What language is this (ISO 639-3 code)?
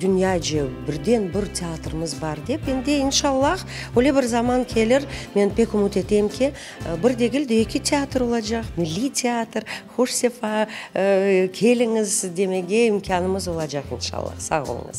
crh